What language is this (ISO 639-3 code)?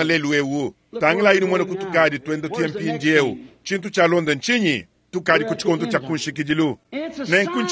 lua